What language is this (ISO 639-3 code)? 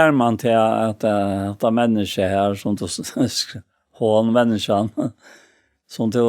fao